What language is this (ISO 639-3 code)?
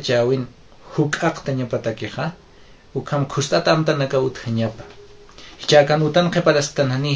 aym